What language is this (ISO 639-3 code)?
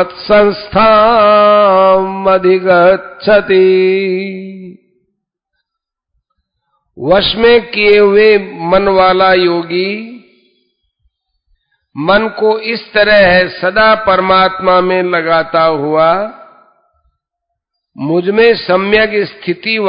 hin